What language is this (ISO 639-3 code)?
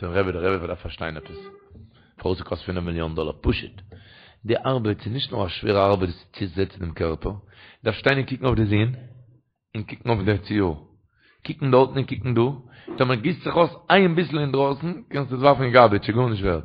yid